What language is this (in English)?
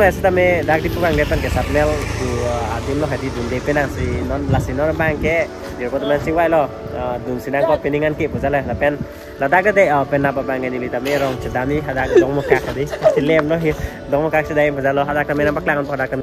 Karbi